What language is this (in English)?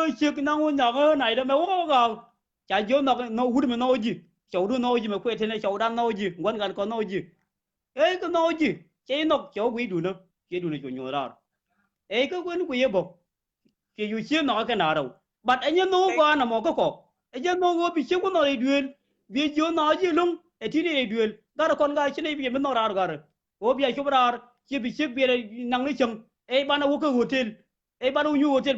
Nuer